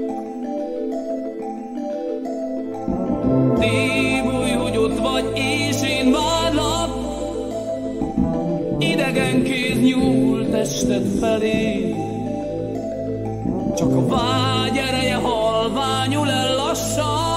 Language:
Hungarian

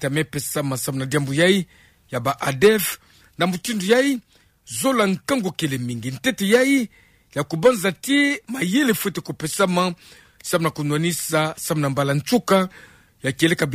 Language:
Kituba (Democratic Republic of Congo)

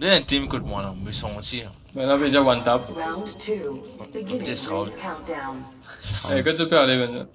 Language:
Morisyen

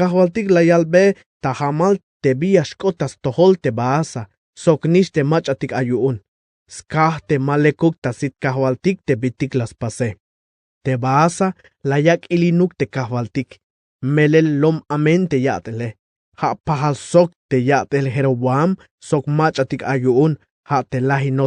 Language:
Tzeltal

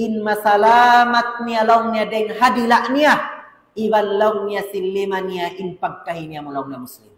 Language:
Tausug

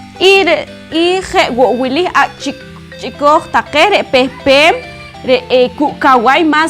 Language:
Poqomchi'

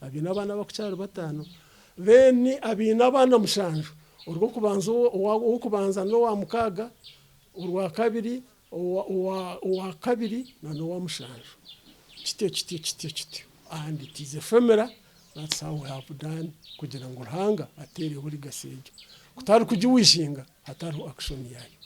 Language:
Nyankole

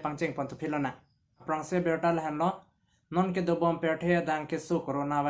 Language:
Karbi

